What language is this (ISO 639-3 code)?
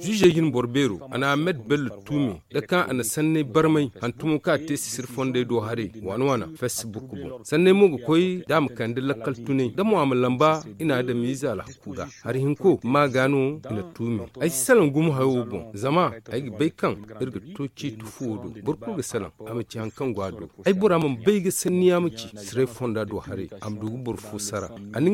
dje